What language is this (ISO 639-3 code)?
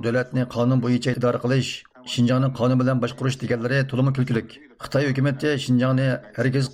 uig